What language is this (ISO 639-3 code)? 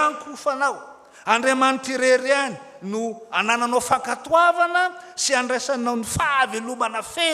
mlg